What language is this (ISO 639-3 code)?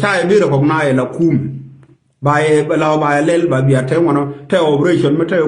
nus